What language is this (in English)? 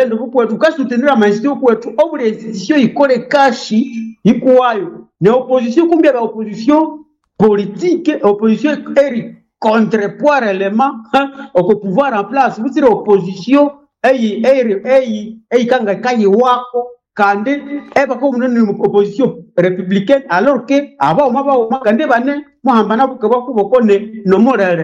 Nande